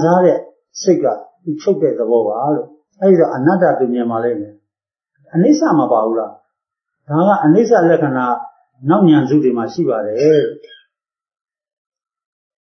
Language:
Burmese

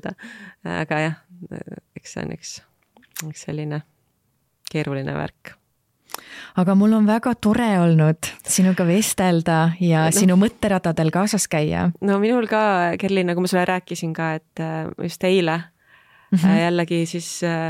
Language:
Estonian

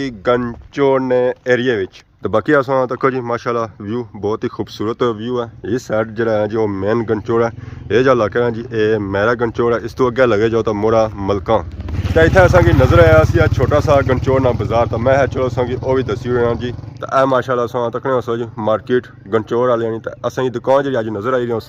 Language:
Pahari-Potwari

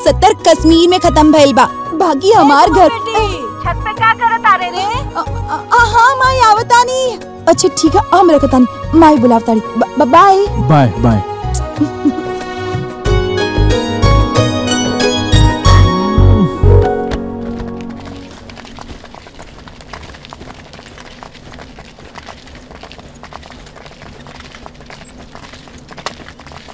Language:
Bhojpuri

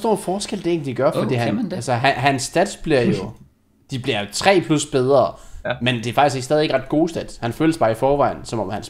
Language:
Danish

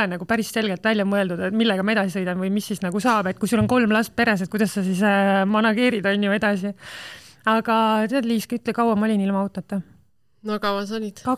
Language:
Estonian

